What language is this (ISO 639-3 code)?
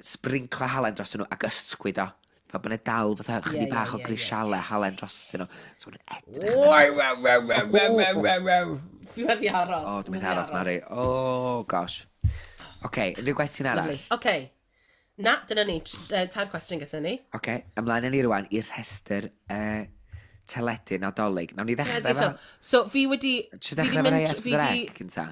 cym